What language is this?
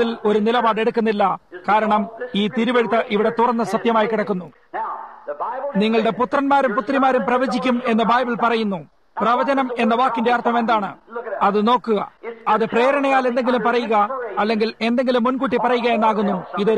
Malayalam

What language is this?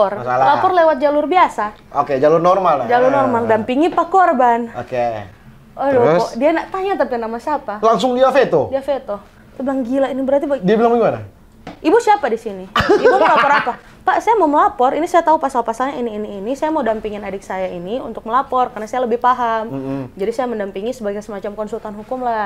Manado Malay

